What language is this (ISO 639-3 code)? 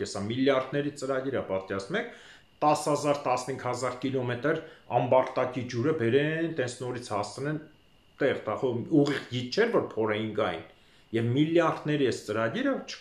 hye